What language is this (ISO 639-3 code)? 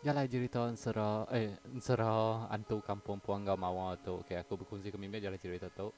iba